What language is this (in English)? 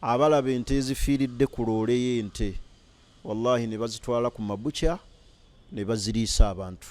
Ganda